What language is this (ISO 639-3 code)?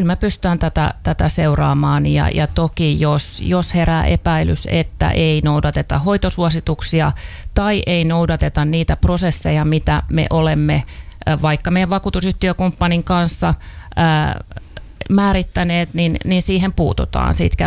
fin